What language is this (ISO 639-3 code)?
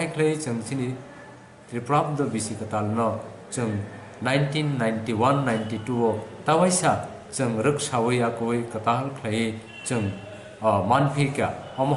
trp